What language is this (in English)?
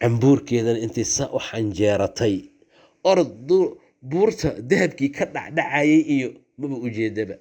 Somali